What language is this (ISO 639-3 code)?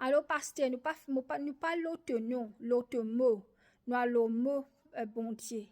mfe